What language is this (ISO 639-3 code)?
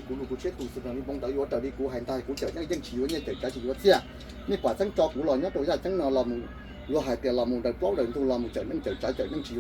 hmn